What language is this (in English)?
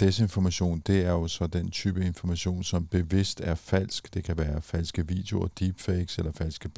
Danish